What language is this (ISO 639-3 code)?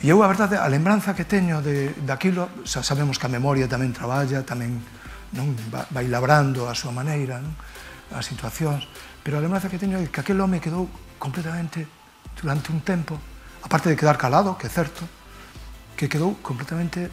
glg